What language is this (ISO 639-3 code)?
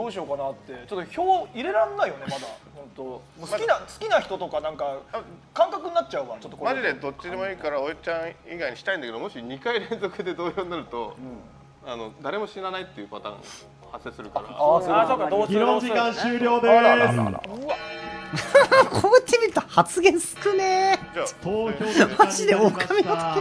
jpn